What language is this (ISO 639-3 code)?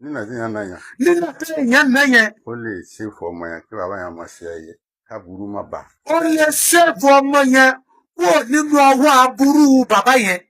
yor